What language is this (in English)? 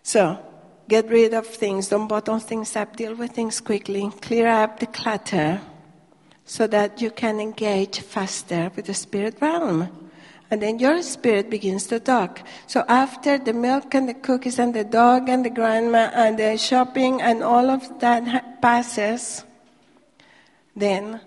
English